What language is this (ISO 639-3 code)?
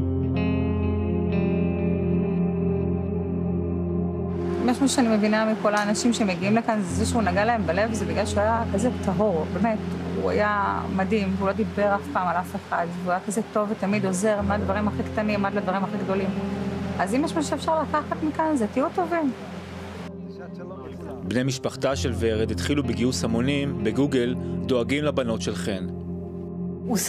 heb